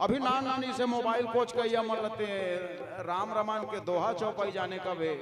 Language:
Chhattisgarhi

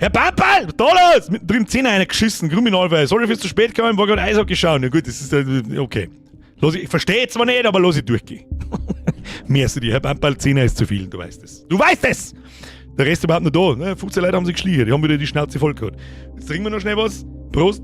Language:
Bavarian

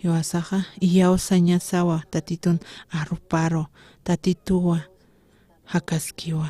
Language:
Aymara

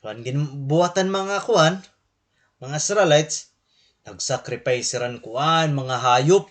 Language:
Waray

